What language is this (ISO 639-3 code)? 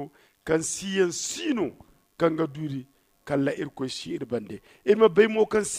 dje